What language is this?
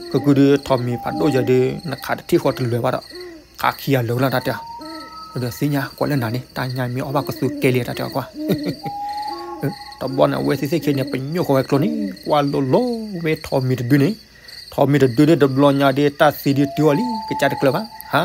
S'gaw Karen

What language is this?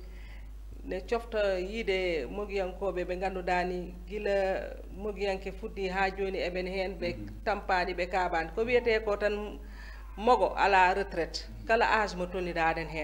Fula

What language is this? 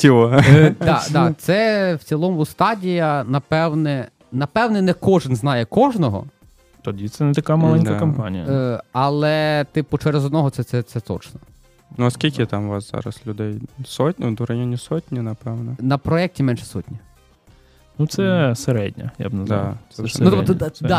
Ukrainian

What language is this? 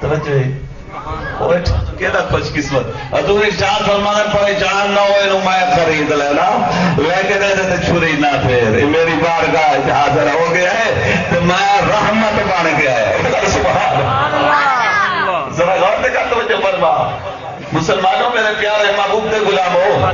Saraiki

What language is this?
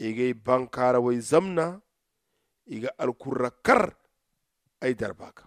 Zarma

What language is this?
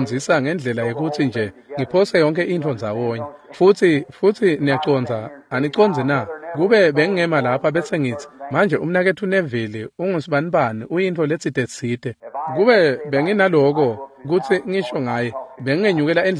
Swati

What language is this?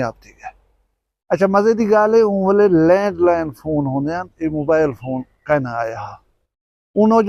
Saraiki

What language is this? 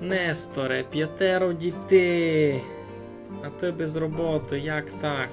Rusyn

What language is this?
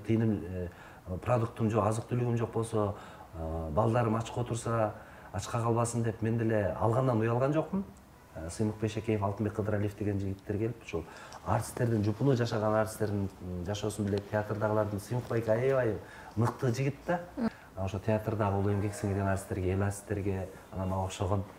Kyrgyz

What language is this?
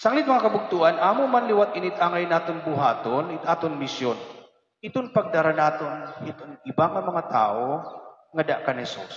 Waray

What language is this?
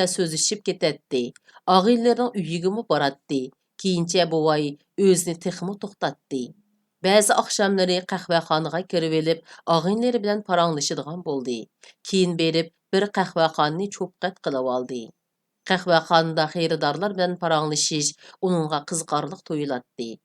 Uyghur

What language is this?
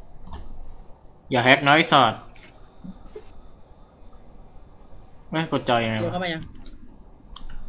Thai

